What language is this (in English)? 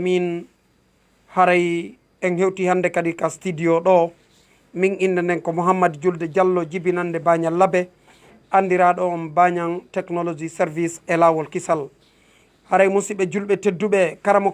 Fula